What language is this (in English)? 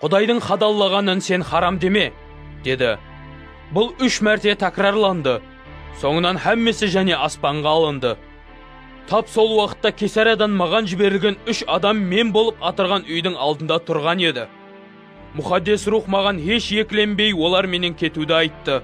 Kara-Kalpak